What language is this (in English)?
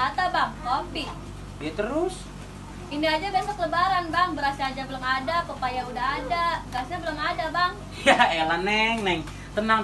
Betawi